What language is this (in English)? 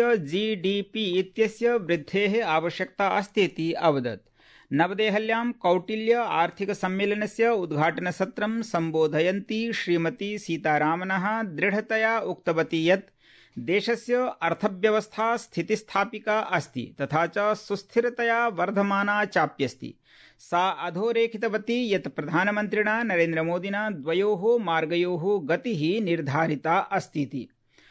Sanskrit